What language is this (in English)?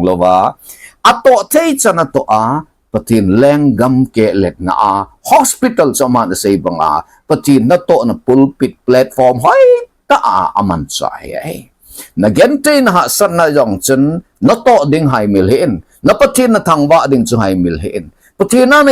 Thado Chin